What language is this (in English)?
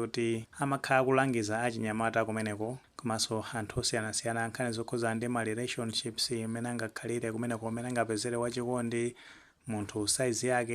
Nyanja